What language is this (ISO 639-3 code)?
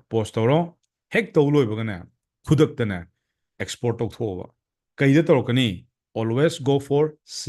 mni